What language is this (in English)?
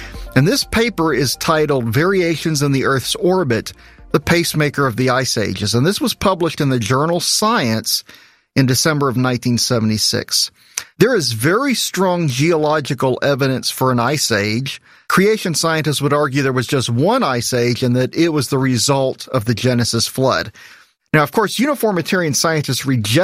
English